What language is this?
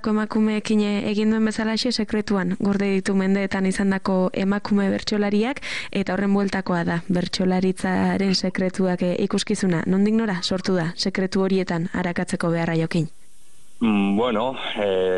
Basque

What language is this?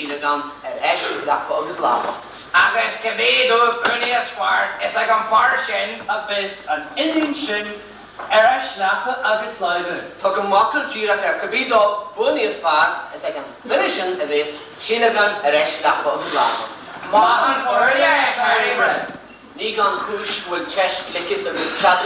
Irish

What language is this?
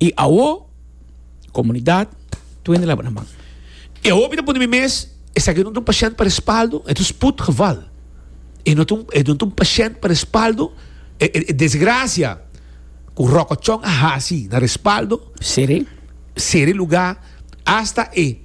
Papiamento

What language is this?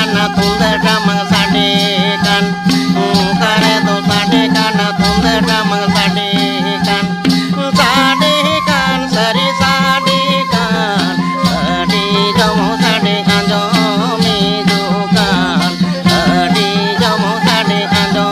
Santali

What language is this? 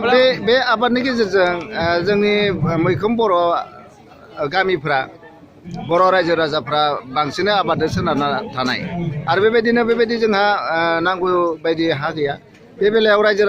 Bodo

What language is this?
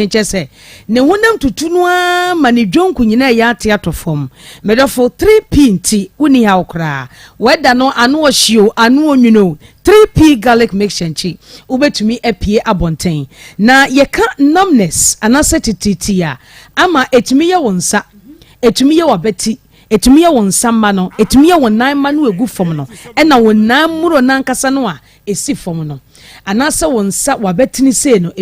Akan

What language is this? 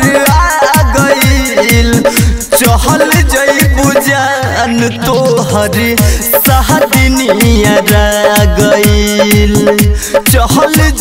Bhojpuri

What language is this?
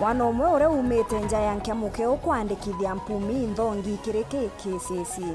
Meru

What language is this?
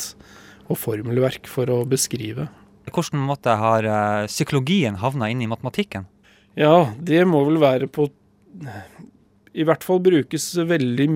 Norwegian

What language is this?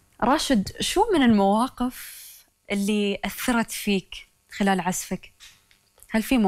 Gulf Arabic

